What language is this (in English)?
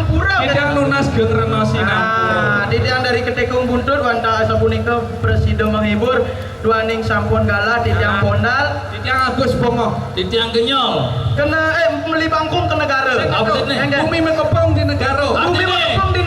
Balinese